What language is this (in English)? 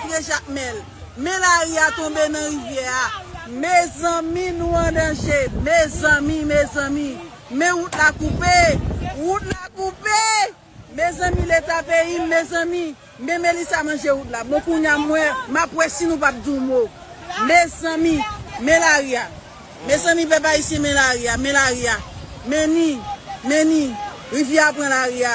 Haitian Creole